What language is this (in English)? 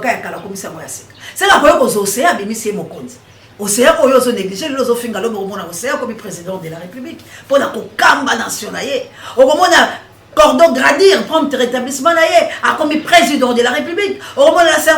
Lingala